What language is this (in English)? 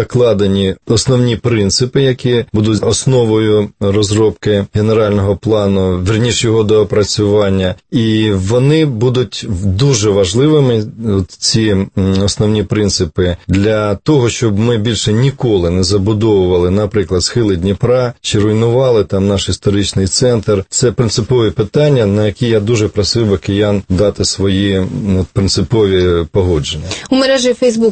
Ukrainian